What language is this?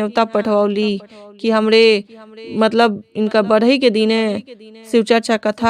Bhojpuri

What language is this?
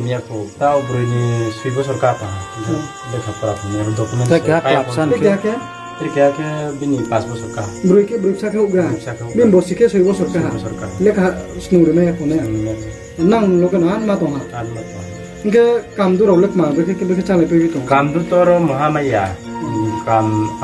Riang (India)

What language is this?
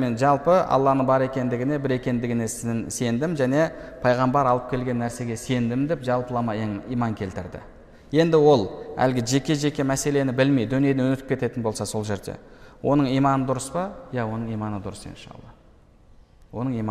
Kazakh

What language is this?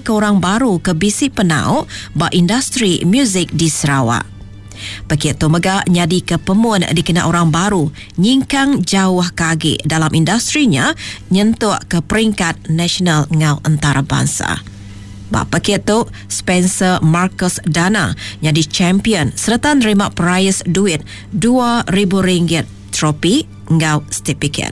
Iban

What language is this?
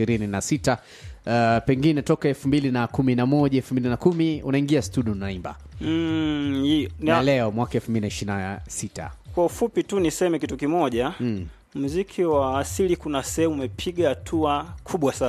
Swahili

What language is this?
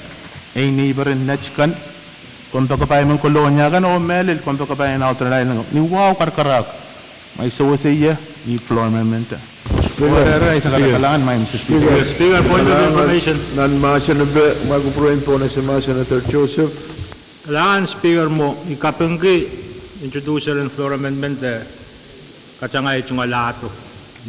Pohnpeian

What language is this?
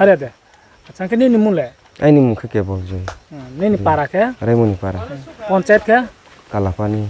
Riang (India)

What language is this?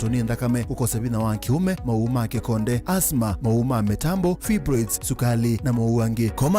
Kamba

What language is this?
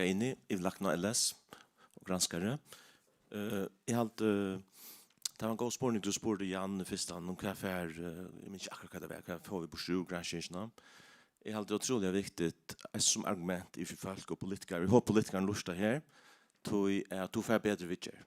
Faroese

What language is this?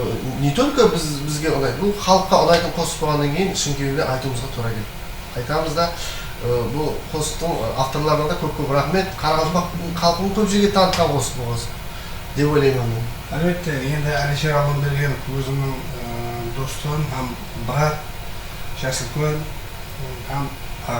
Kara-Kalpak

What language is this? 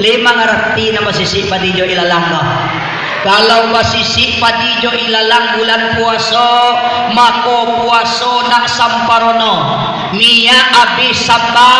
Minangkabau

